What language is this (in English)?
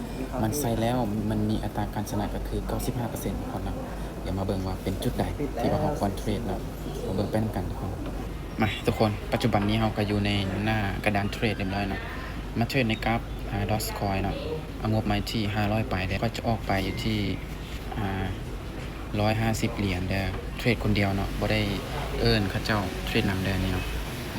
Lao